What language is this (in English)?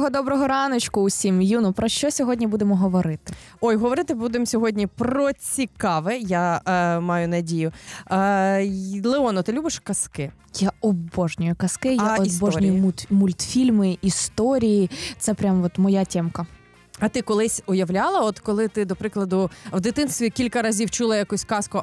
Ukrainian